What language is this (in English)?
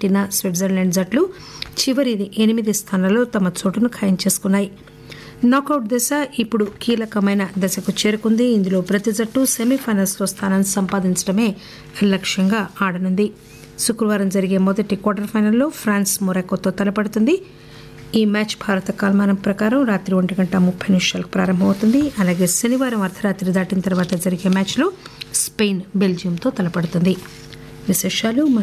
Telugu